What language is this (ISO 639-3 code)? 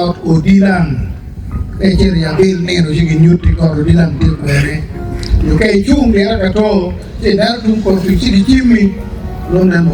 ach